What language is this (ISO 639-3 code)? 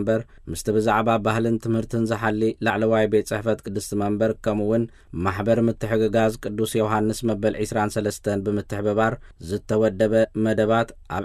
tir